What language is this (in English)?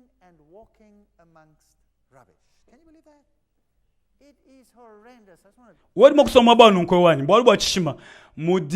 Luba-Lulua